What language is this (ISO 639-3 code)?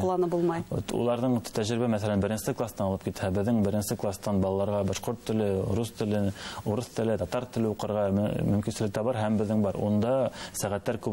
bak